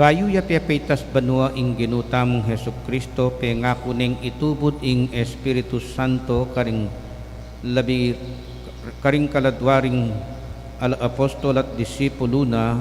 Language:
Pampanga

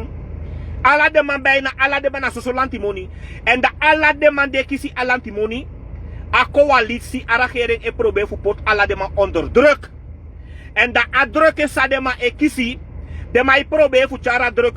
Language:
Sranan Tongo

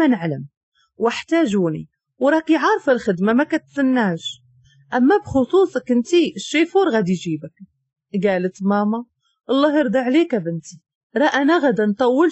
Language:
Moroccan Arabic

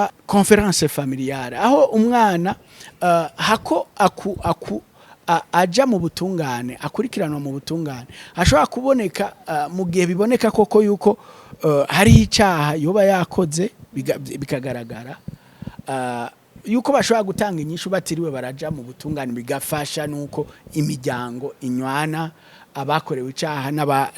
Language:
Rundi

